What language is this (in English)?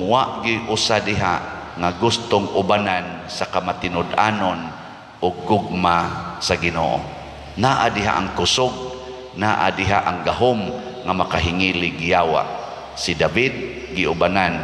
Cebuano